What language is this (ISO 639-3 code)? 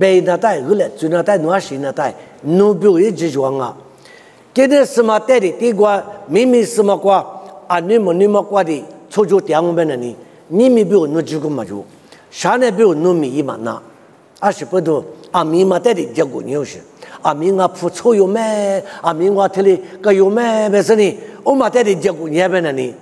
lis